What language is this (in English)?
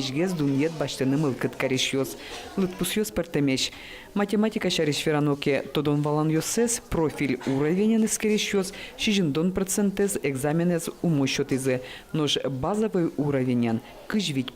Udmurt